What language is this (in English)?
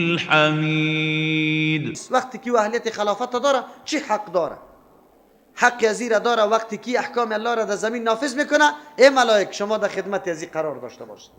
Persian